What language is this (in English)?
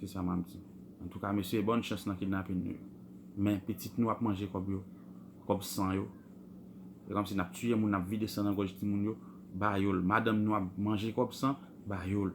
Haitian Creole